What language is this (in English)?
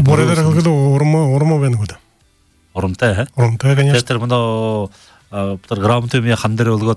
Buriat